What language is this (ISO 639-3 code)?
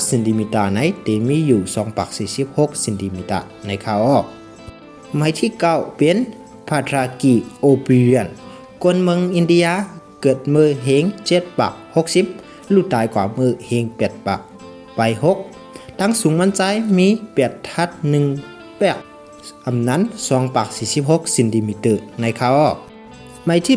shn